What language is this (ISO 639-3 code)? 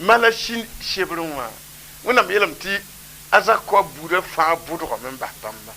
mos